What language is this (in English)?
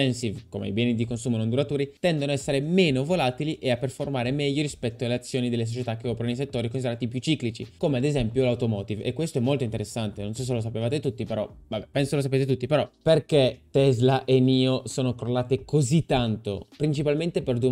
Italian